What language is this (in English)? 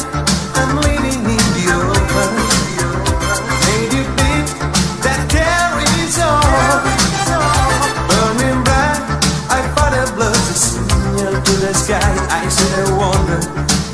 English